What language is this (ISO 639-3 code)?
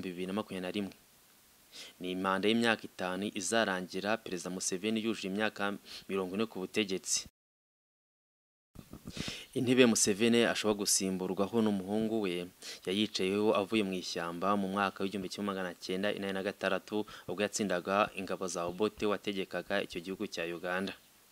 kin